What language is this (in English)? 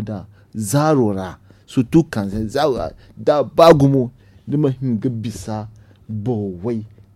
Zarma